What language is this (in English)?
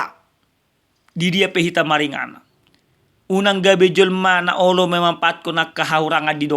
Batak Toba